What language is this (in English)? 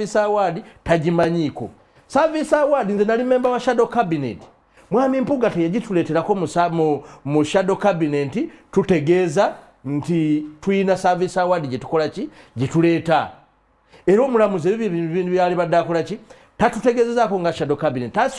Ganda